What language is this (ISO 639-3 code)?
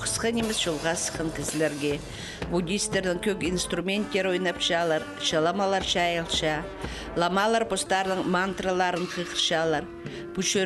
kjh